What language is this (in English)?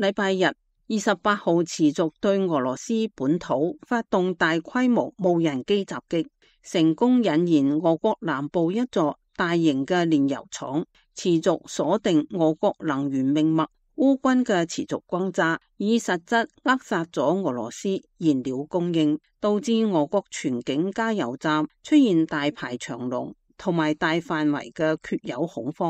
Cantonese